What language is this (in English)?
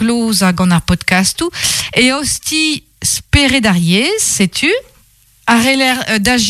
Breton